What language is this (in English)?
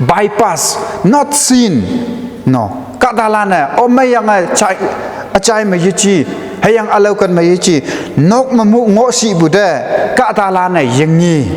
Konyak Naga